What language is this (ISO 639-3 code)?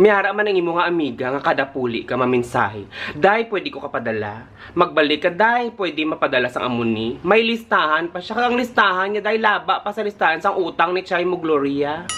hil